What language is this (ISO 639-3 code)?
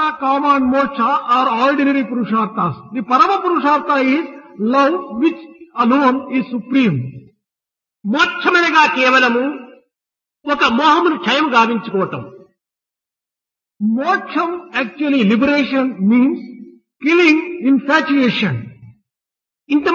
tel